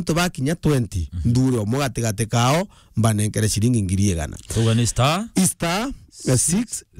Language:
Meru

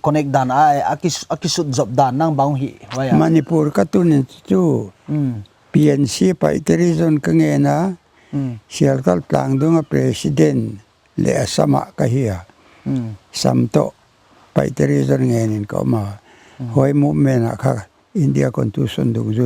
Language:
Paite Chin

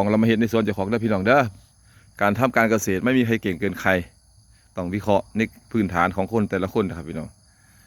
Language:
Northeastern Thai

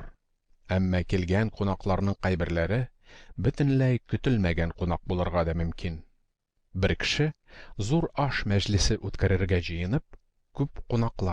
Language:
Tatar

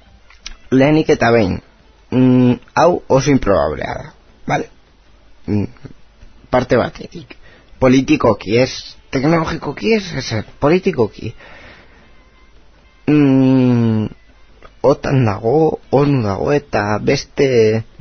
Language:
Basque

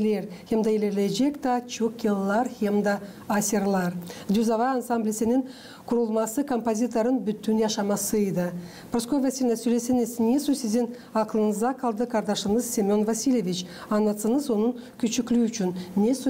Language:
Gagauz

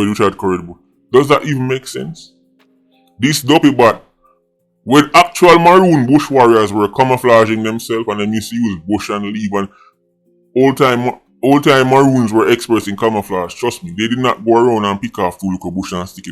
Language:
Jamaican Creole English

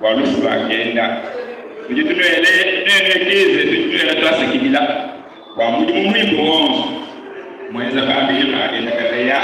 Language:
Luba-Lulua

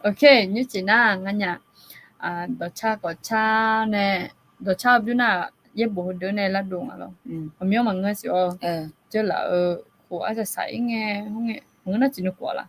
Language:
Akha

